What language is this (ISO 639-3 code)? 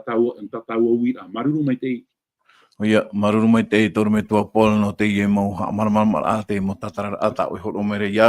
tah